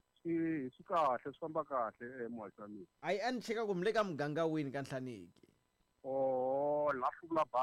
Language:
Tsonga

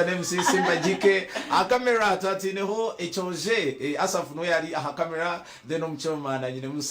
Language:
Nyankole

